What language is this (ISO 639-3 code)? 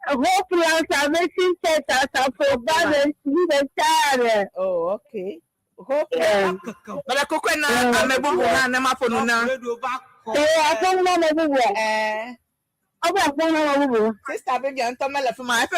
ewe